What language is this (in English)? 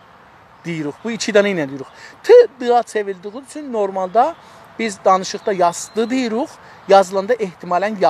South Azerbaijani